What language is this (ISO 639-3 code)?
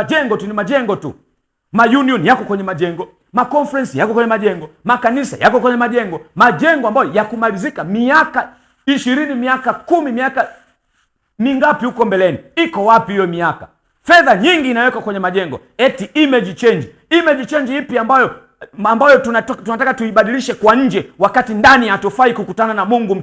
swa